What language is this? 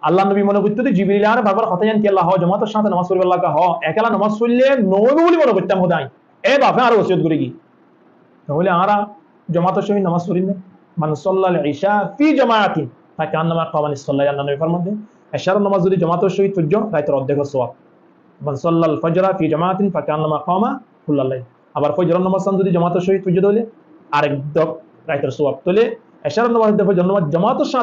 Rohingya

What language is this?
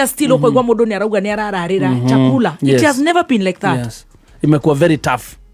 Kikuyu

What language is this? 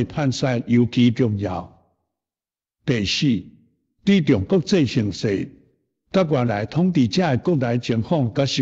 Min Nan Chinese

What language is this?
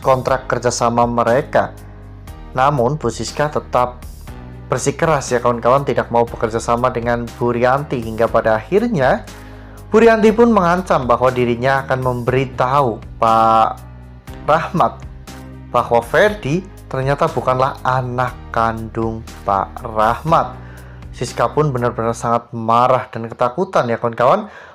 Indonesian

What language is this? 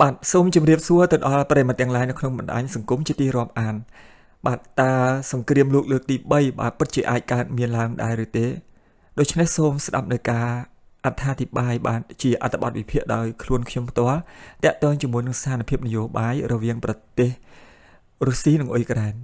Khmer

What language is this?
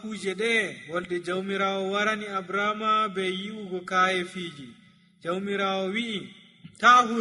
Nigerian Fulfulde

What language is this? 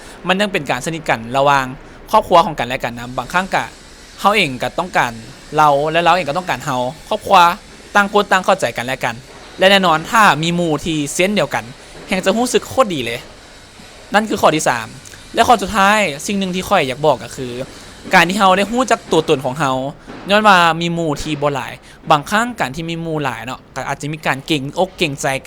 Lao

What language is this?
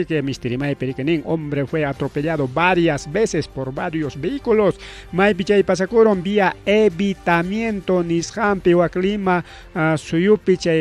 Ayacucho Quechua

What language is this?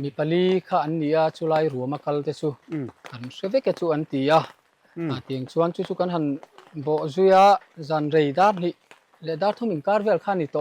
Mizo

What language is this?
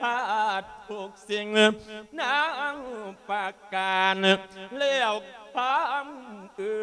Lao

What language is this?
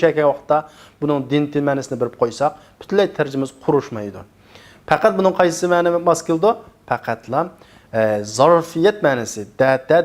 Uyghur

